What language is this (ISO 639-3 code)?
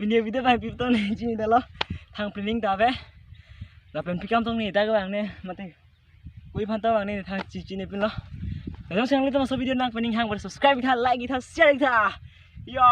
mjw